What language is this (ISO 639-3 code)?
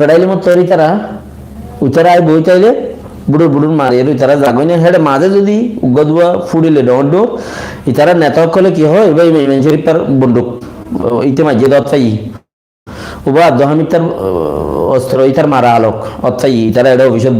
rhg